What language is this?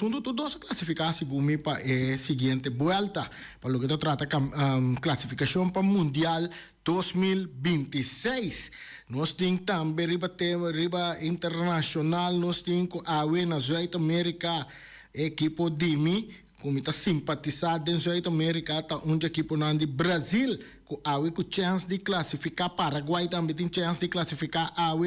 Papiamento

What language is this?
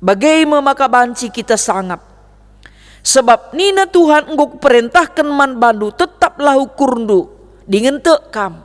Batak Karo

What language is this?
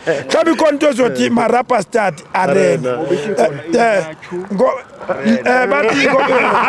Zulu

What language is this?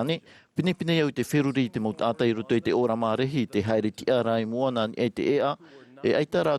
Tahitian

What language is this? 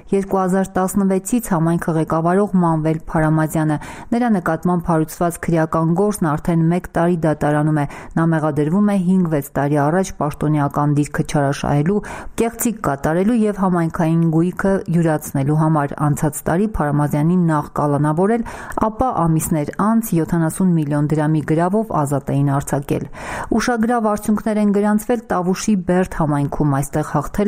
Armenian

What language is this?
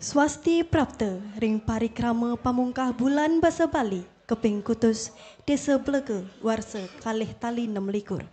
Balinese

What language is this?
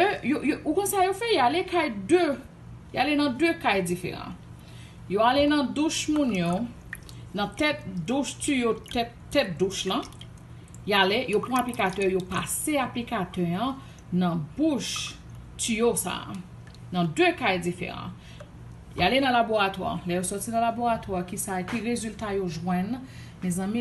Haitian Creole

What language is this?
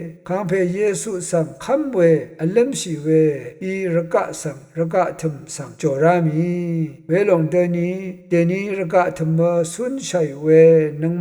Rawang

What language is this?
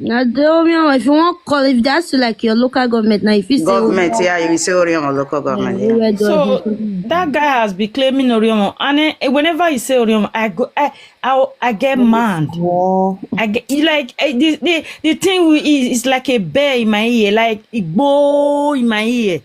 Nigerian Pidgin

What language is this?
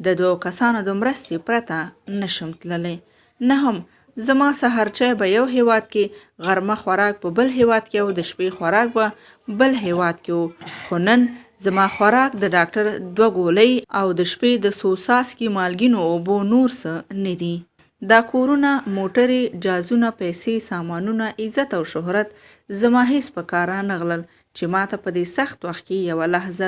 Pashto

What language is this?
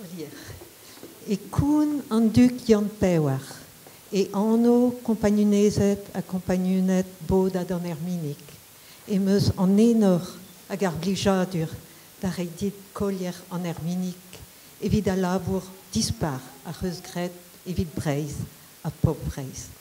Breton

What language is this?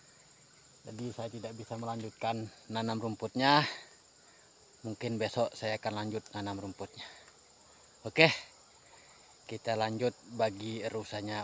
Indonesian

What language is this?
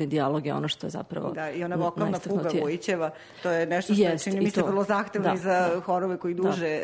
Serbian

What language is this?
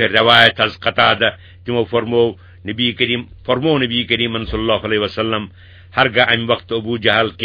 Kashmiri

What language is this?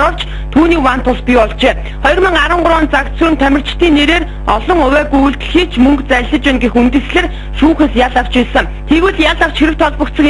Mongolian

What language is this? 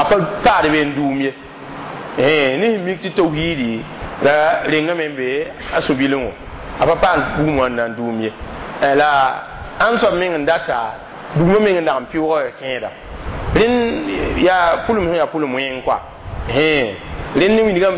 Mossi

